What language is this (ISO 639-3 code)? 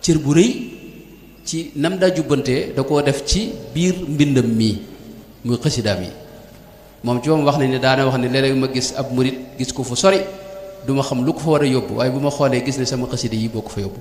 wol